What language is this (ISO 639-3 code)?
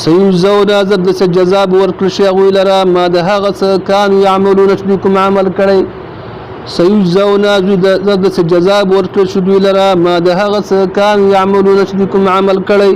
pus